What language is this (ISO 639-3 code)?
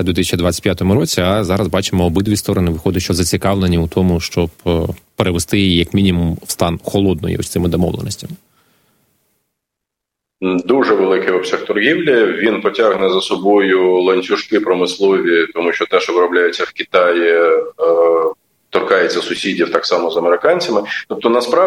ukr